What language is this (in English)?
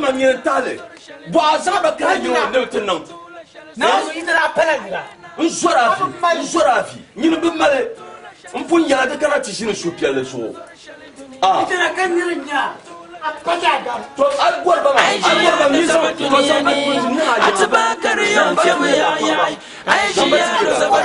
Dagbani